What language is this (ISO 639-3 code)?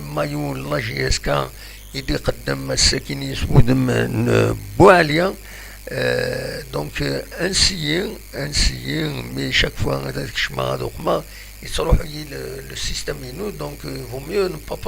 kab